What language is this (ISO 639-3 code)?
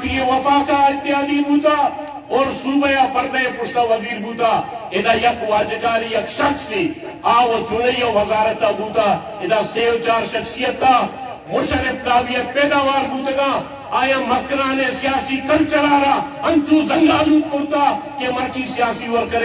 bal